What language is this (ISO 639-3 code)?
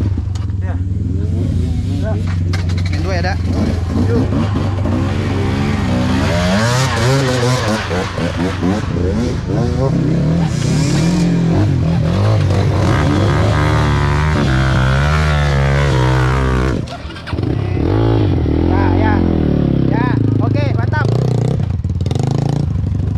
ind